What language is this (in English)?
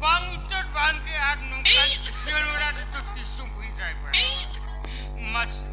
Santali